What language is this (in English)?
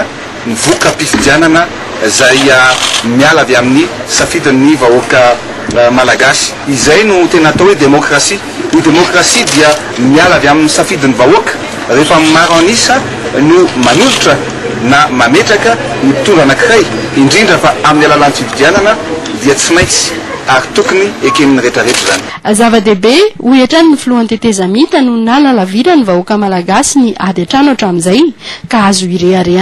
Malagasy